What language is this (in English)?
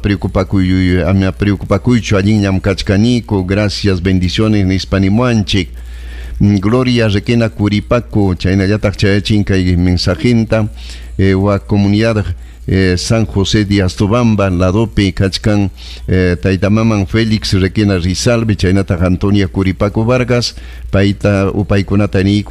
Ayacucho Quechua